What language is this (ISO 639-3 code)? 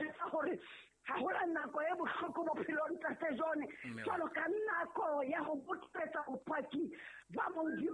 sot